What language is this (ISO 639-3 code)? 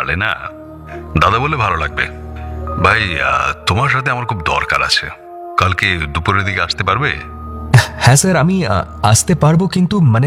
ben